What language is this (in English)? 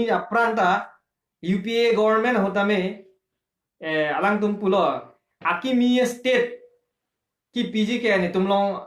Karbi